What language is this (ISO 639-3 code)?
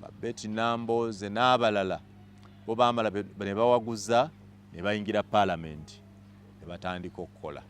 lug